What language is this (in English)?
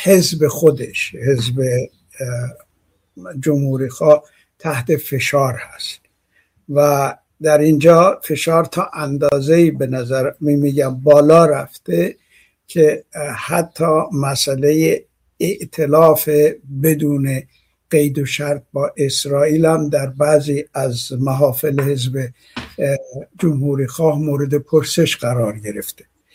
Persian